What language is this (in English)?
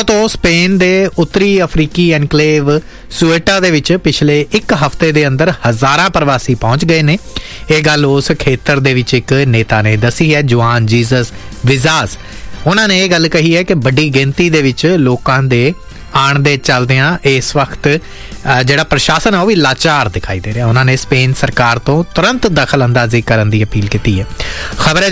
Punjabi